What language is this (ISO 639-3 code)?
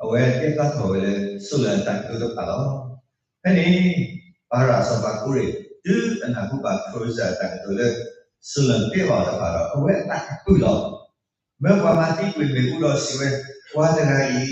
ksw